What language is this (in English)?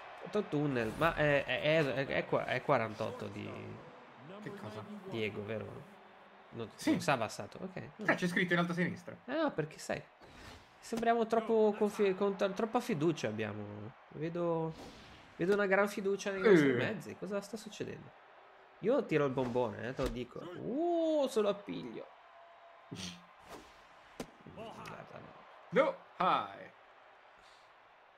Italian